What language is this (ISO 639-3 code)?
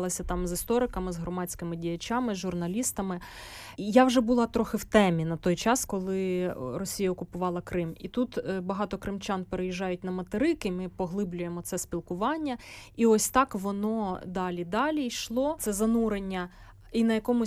ukr